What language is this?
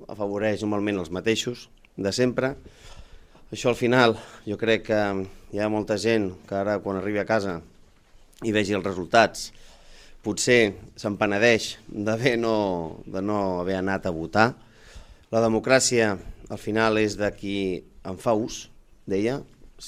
Catalan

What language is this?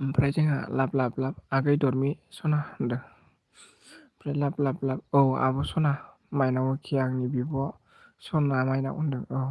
Bodo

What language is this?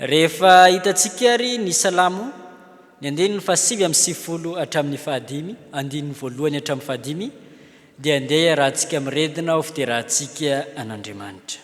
Malagasy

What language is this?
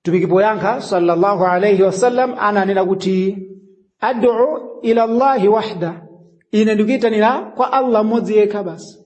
Nyanja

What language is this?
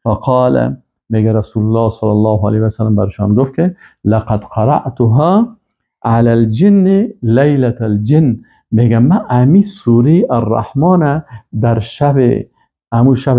Persian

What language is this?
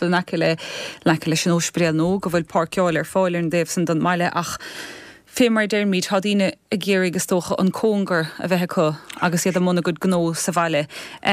Irish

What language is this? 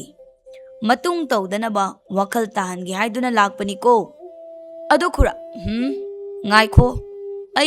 Manipuri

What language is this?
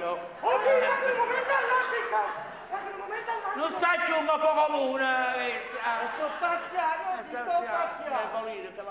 Neapolitan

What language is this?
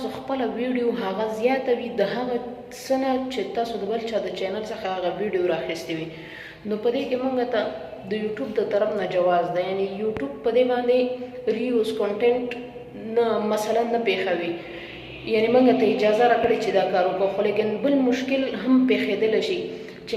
Pashto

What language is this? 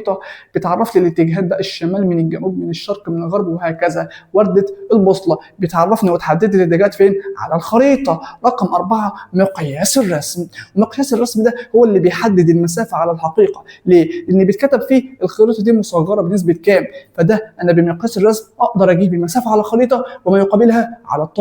Egyptian Arabic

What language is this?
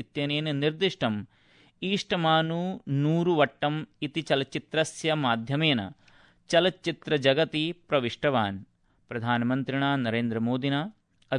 Sanskrit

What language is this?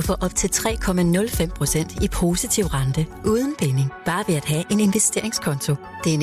Danish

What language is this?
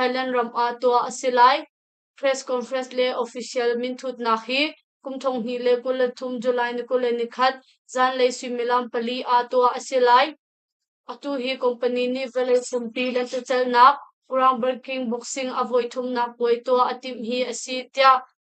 Hakha Chin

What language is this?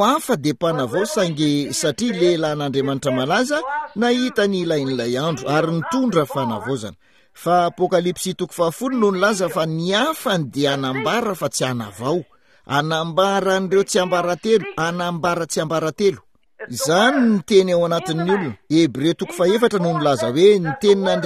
Malagasy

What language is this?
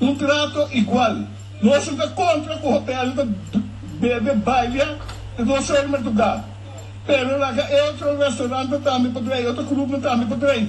Papiamento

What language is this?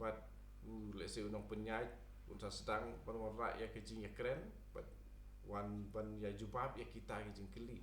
Khasi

